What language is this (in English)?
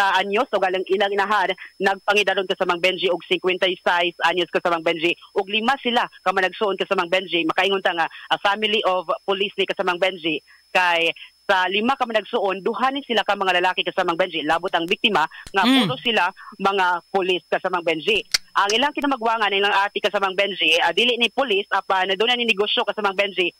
Cebuano